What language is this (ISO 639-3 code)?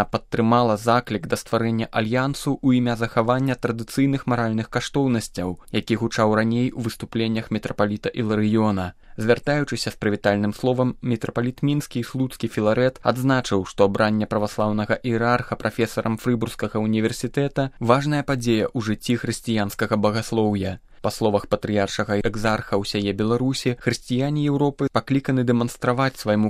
bel